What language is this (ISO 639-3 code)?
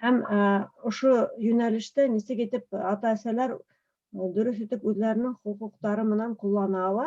bak